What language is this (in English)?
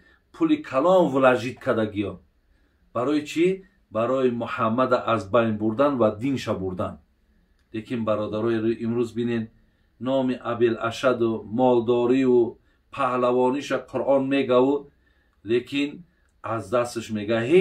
Tajik